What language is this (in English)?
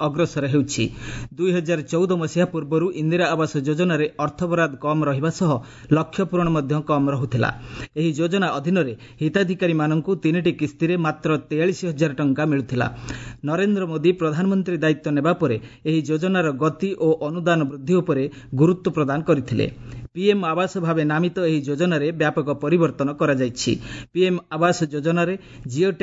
Odia